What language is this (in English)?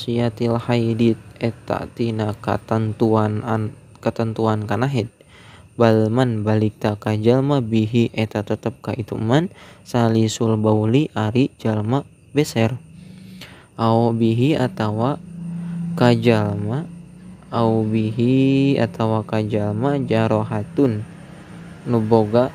Sundanese